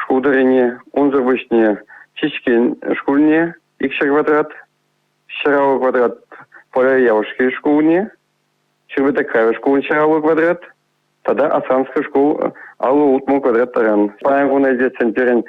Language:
Chuvash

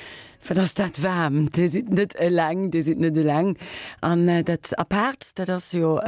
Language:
Luxembourgish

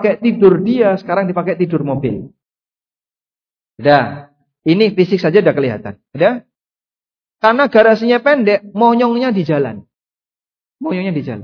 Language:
Indonesian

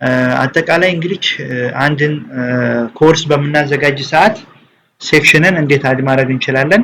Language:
Amharic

